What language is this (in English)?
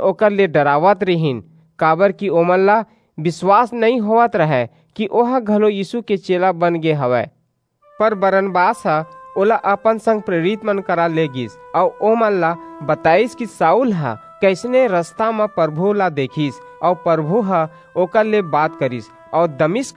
Chhattisgarhi